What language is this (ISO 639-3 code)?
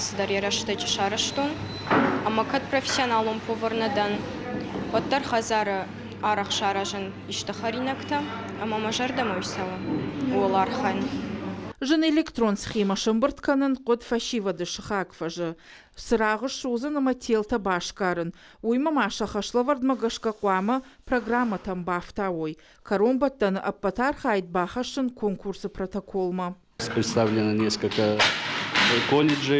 oss